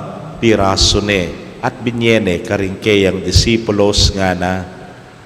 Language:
Pampanga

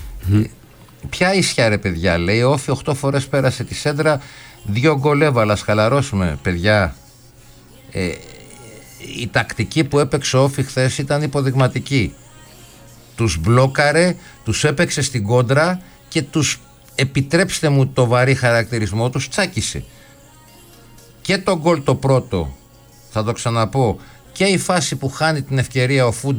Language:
Greek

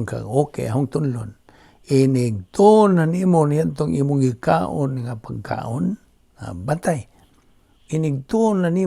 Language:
Cebuano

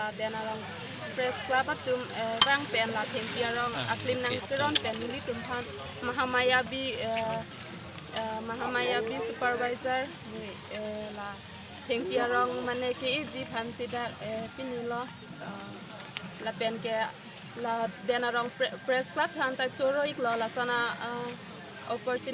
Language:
Karbi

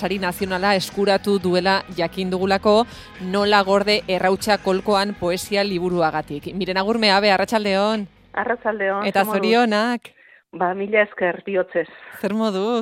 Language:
Basque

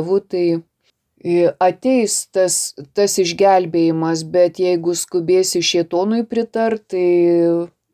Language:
Lithuanian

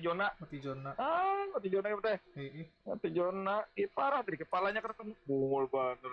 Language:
Banjar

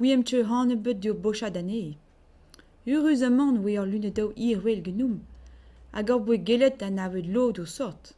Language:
Breton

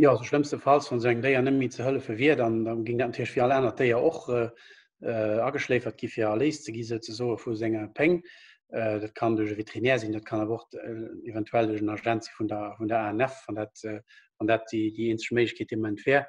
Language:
Luxembourgish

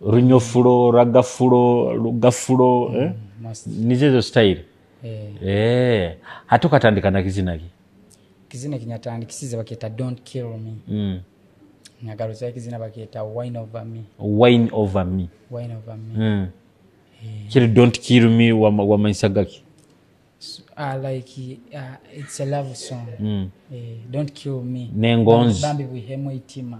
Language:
Nyoro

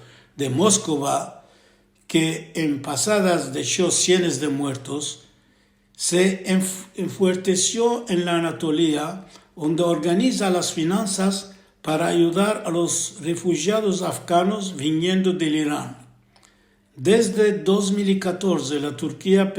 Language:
Ladino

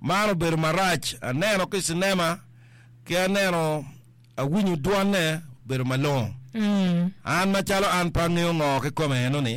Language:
Acoli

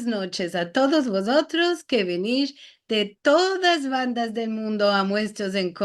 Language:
Ladino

